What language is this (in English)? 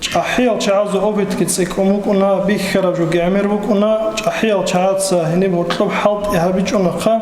Avaric